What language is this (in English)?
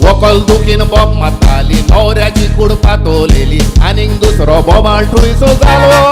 Konkani